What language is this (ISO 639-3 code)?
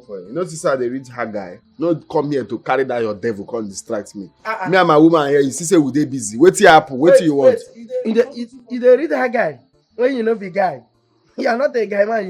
pcm